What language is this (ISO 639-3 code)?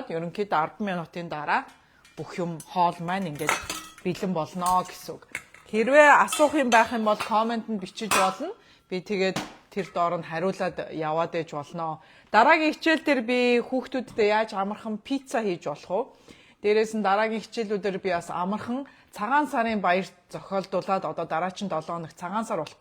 mon